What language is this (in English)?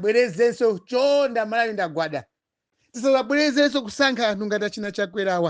Nyanja